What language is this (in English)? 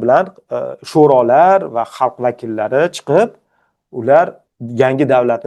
Uzbek